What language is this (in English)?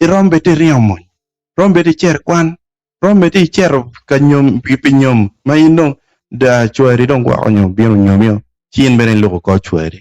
Acoli